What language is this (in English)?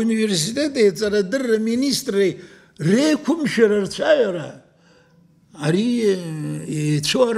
Abkhazian